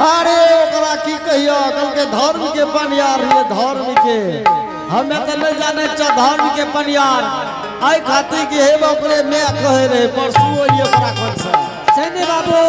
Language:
Angika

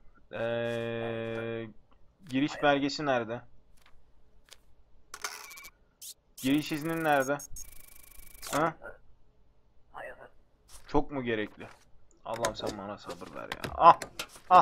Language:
Turkish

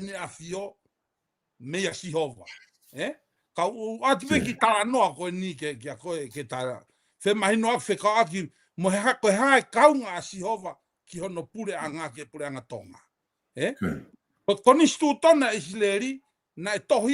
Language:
Tongan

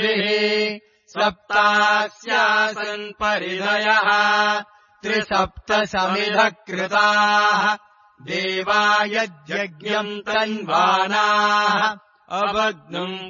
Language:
Sanskrit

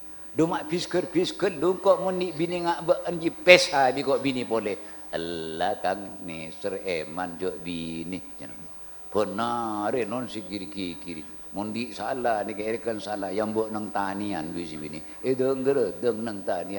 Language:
Madurese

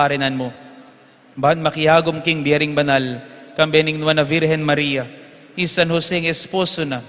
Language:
Pampanga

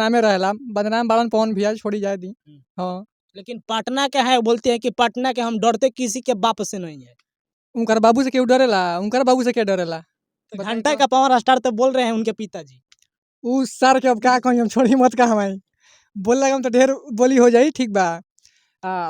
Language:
Bhojpuri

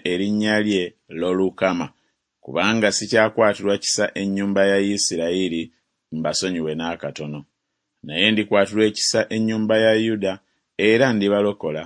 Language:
Ganda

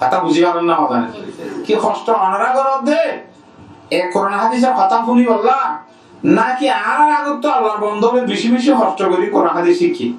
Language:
Rohingya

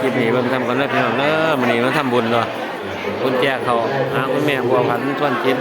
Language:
Northeastern Thai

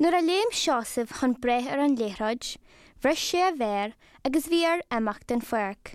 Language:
Irish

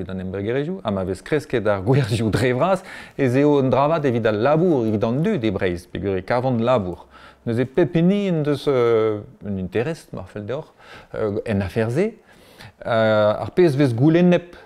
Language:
Breton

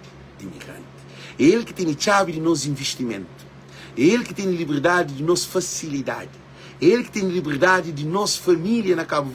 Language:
Kabuverdianu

